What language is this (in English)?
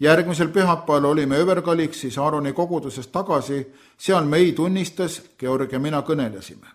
Estonian